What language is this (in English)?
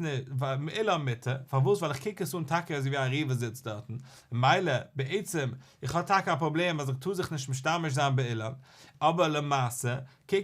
Yiddish